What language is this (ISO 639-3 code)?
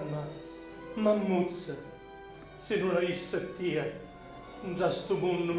scn